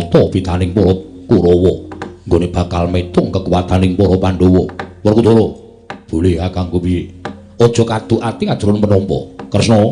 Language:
Javanese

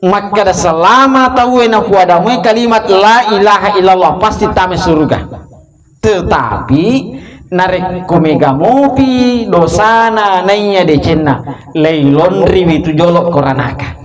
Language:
Buginese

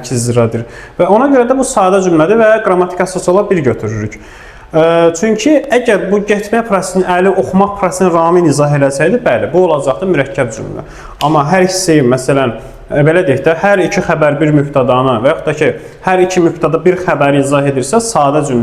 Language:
Azerbaijani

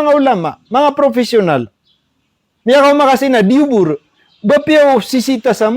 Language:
Maranao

